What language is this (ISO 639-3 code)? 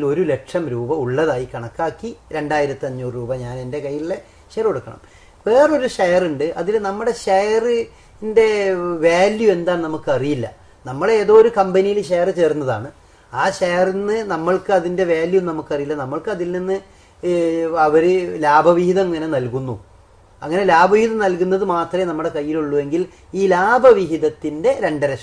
mal